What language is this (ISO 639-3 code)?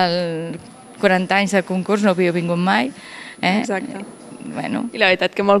cat